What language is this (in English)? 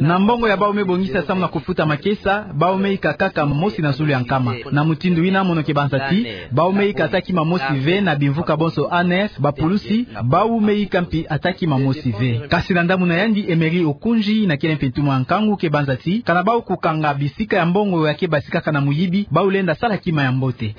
Kituba (Democratic Republic of Congo)